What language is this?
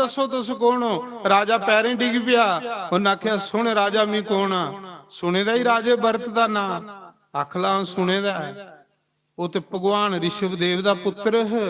Dogri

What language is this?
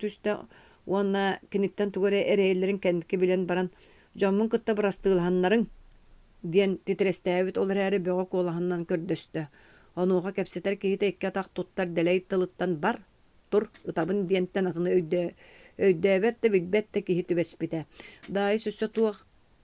Yakut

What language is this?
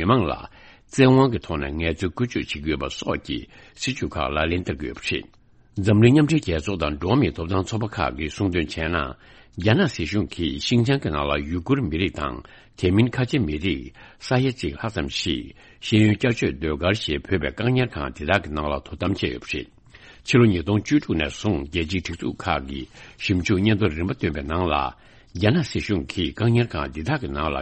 Tibetan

